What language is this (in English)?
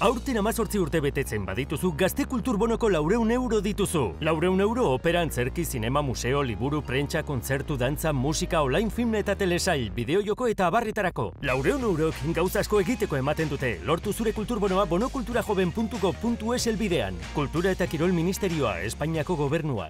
Basque